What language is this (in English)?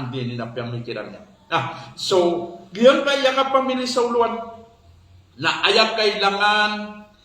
Maranao